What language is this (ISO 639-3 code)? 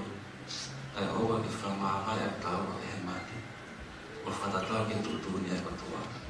ton